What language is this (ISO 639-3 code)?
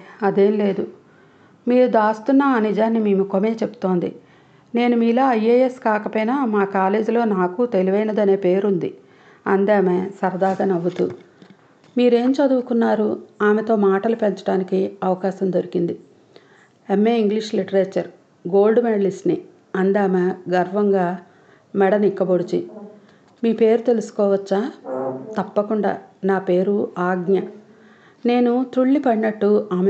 tel